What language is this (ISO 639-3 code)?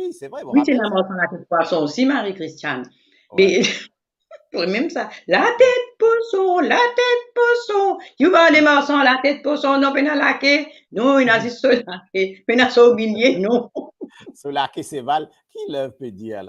mfe